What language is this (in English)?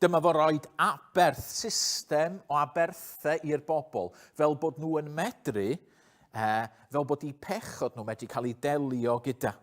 Welsh